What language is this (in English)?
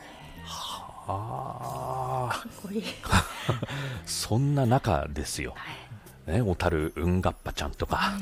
Japanese